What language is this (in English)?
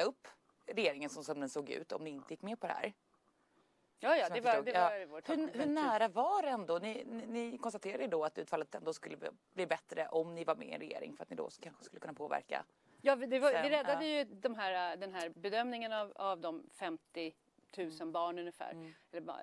Swedish